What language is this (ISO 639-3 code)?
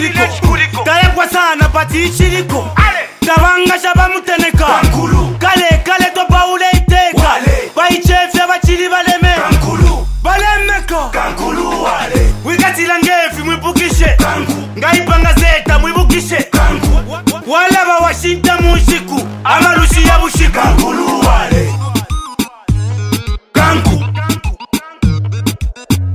bem